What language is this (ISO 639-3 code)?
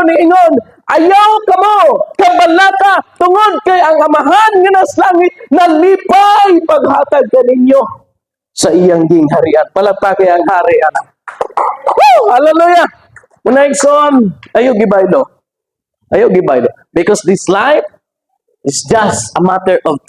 ceb